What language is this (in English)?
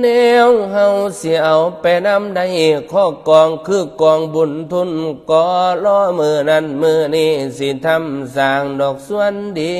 Northeastern Thai